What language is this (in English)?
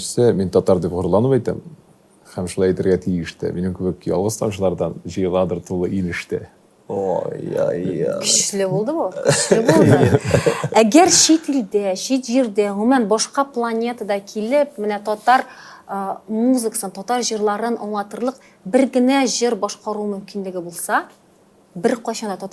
Tatar